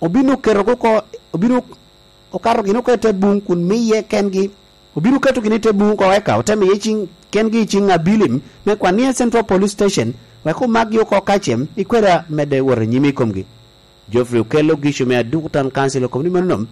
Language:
Lango (Uganda)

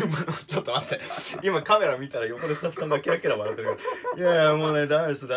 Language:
Japanese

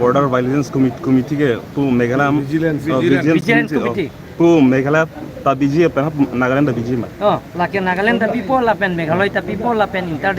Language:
Karbi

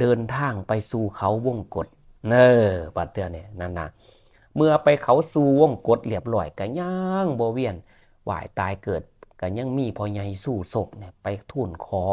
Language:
Northeastern Thai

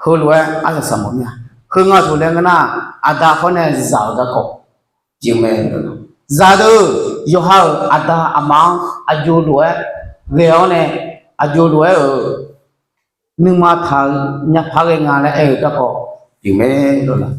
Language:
Akha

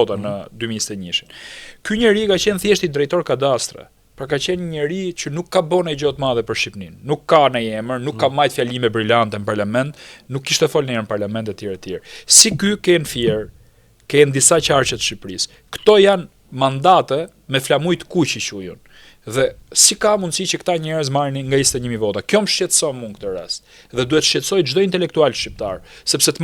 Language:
Albanian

